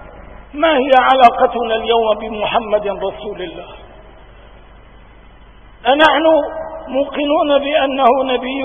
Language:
Arabic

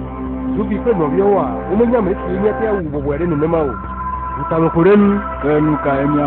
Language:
Ewe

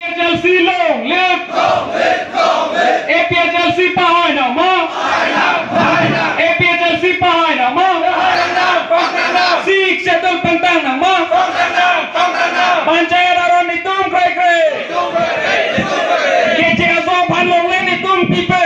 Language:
Karbi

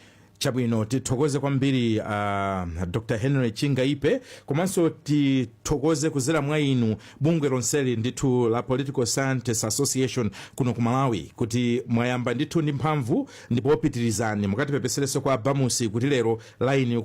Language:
Nyanja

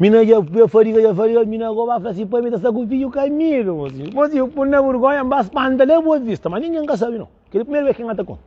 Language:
Kabuverdianu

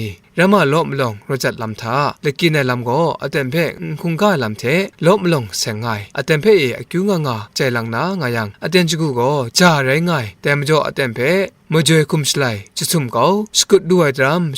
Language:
Kachin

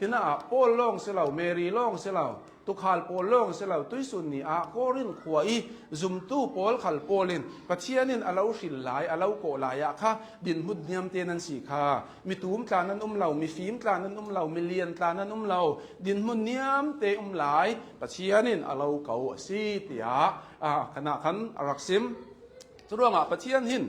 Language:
Hakha Chin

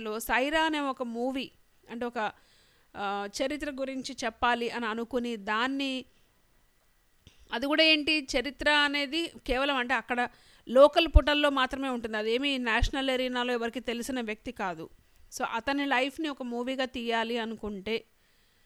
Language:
Telugu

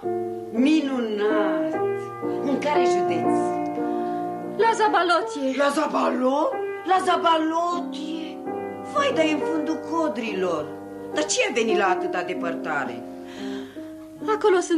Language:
Romanian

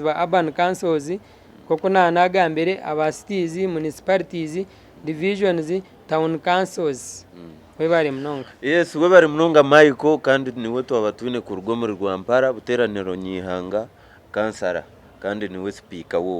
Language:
Nyankole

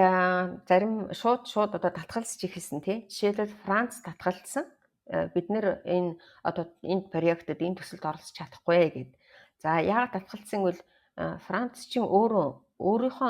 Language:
Mongolian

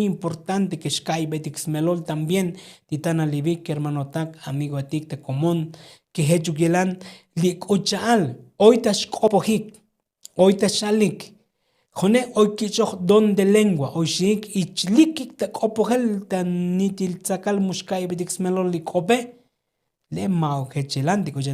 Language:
Tzotzil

